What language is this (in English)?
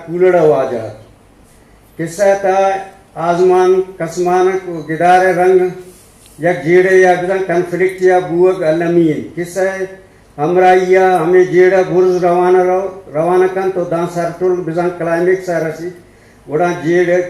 Eastern Balochi